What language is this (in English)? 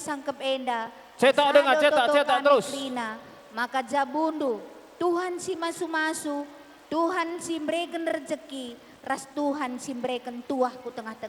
Batak Karo